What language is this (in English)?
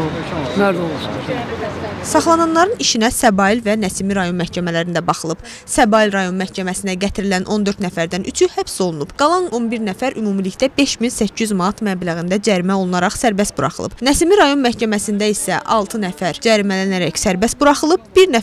Azerbaijani